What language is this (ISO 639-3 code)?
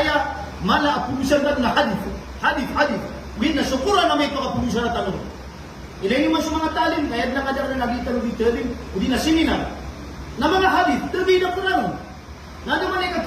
mrw